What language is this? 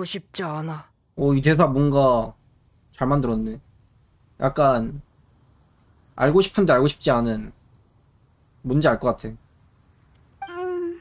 Korean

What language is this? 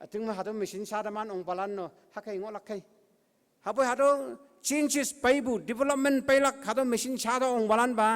Konyak Naga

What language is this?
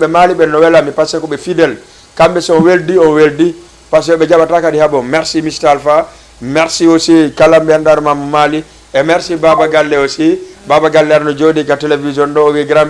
Fula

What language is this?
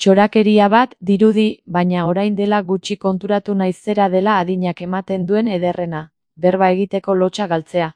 Basque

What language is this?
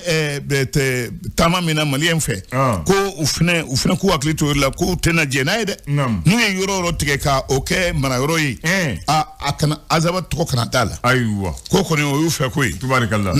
Bambara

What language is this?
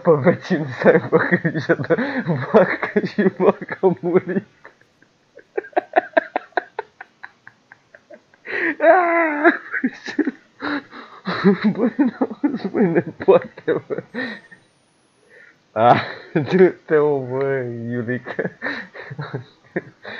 Romanian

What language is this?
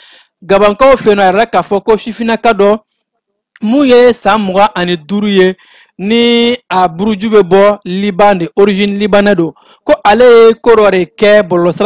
Bambara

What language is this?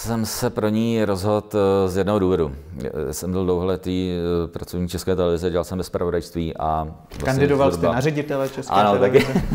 Czech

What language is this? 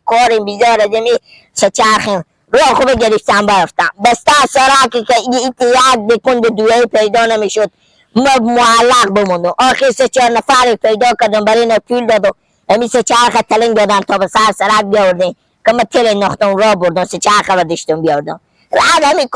Persian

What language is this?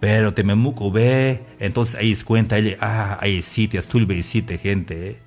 Tzeltal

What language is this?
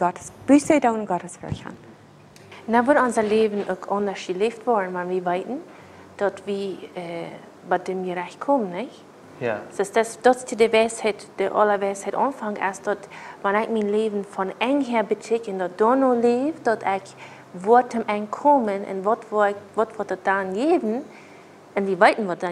Plautdietsch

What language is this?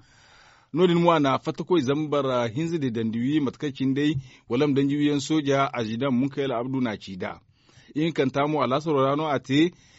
Zarma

